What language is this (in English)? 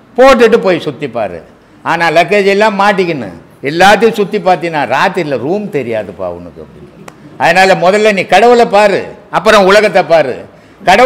Tamil